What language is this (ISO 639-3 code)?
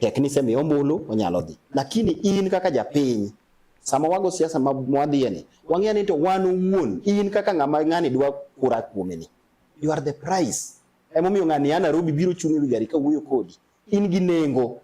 luo